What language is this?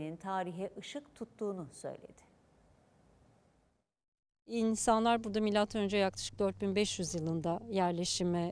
Turkish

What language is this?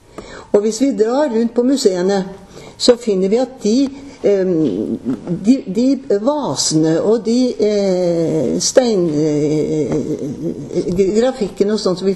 Norwegian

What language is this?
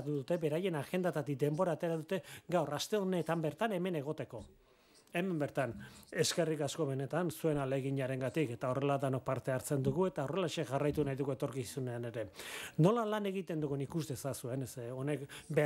Basque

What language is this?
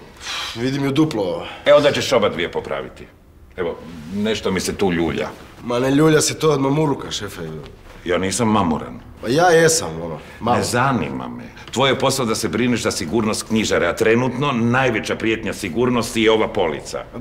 Croatian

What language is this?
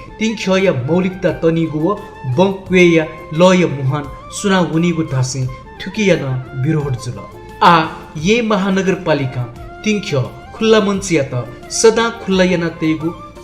Newari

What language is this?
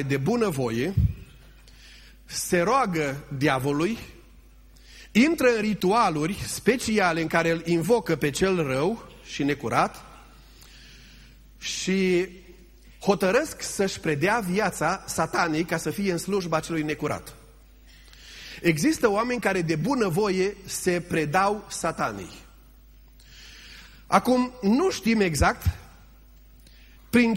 Romanian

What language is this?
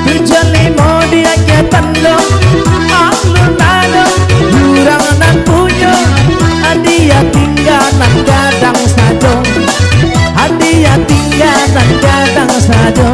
Minangkabau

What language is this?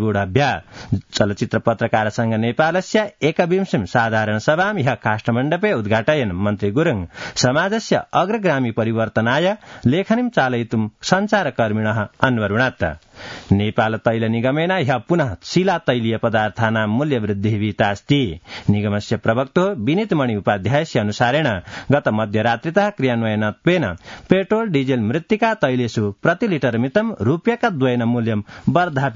Sanskrit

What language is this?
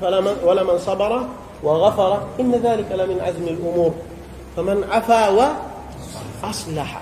Pular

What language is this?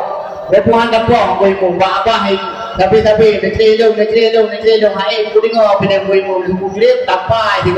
Achinese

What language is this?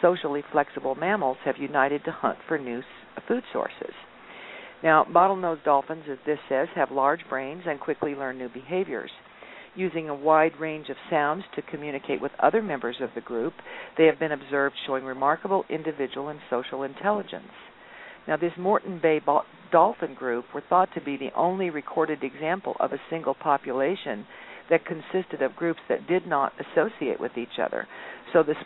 English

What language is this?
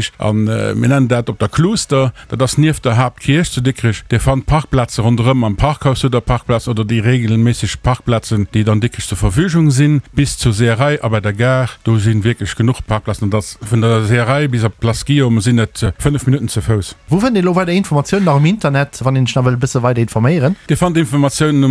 Luxembourgish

